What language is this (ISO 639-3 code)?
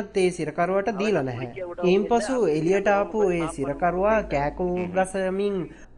sin